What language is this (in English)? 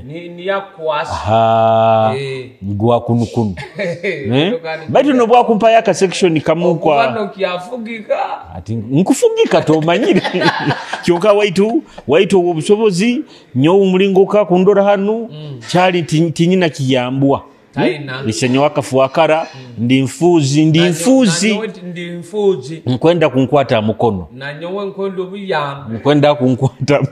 Nyoro